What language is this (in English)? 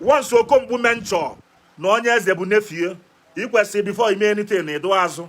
Igbo